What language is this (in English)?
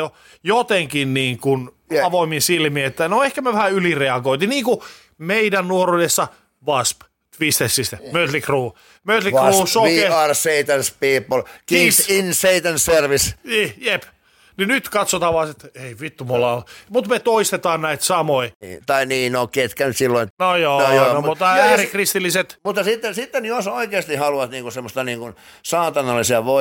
Finnish